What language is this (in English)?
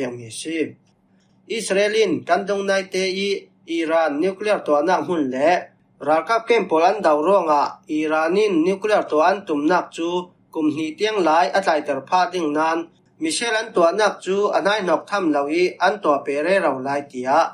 Falam Chin